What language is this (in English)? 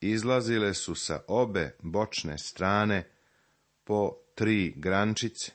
Serbian